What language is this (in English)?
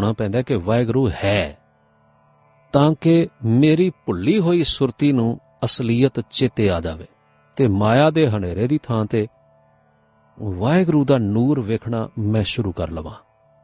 Punjabi